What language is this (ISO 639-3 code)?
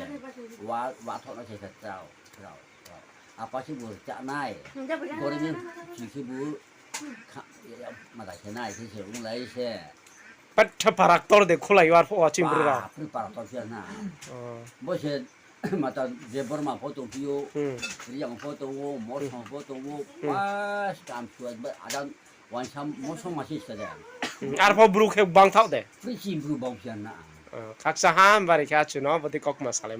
ria